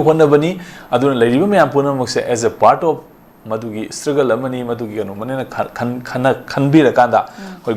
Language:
Manipuri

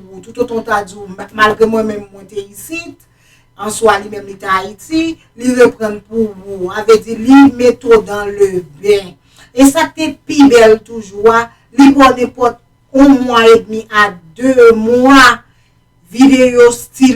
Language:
Haitian Creole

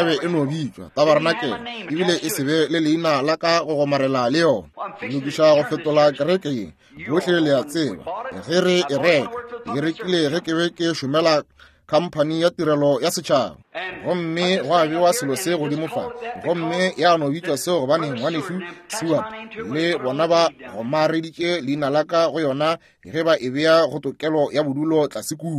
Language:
Northern Sotho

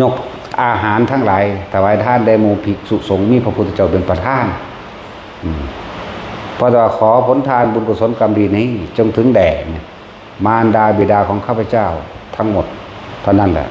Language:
Northeastern Thai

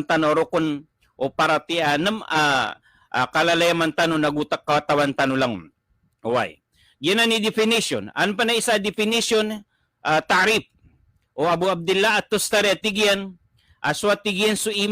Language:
Maranao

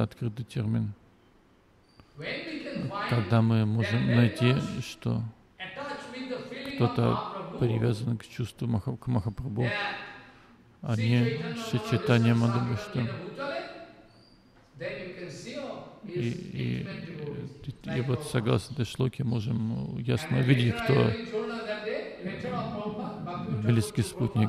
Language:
Russian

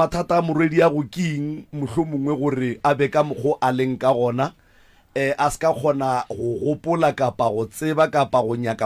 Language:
Northern Sotho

